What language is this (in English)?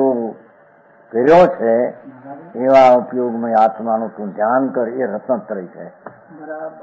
Gujarati